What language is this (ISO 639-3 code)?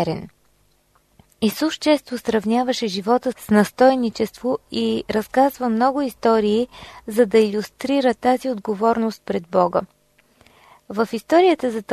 bul